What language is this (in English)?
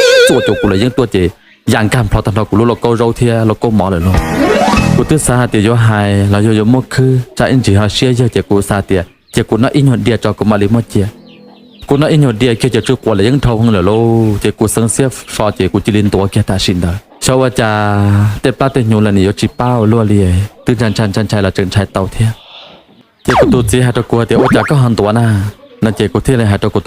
Hmong